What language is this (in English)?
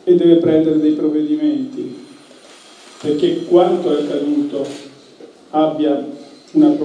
Italian